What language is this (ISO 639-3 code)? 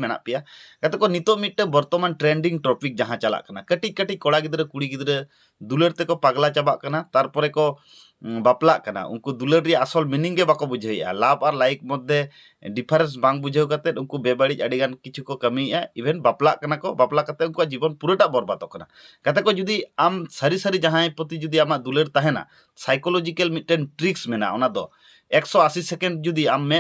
sat